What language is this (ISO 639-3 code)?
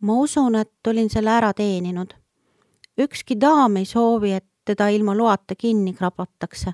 est